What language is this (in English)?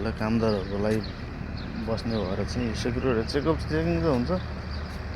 Nepali